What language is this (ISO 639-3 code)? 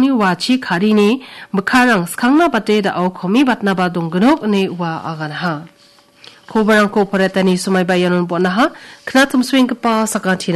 grt